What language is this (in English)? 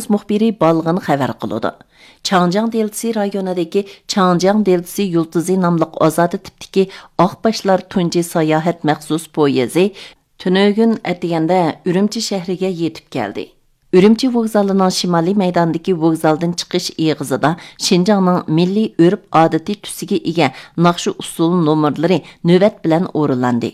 Uyghur